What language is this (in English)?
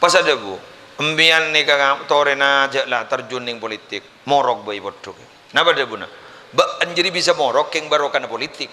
Madurese